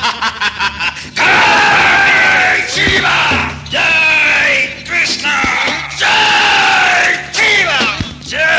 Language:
Manipuri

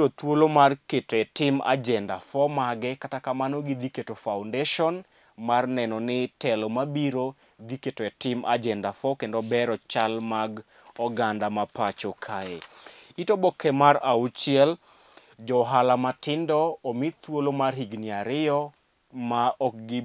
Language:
Luo (Kenya and Tanzania)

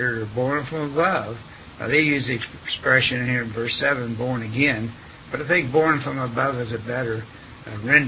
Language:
English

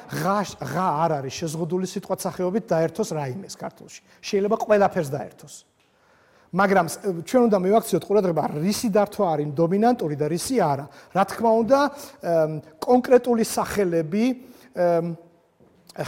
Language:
Georgian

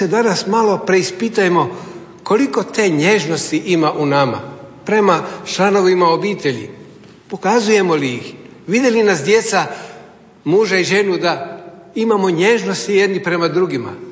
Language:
Croatian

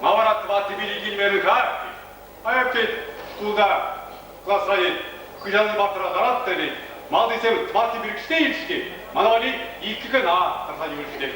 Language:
Chuvash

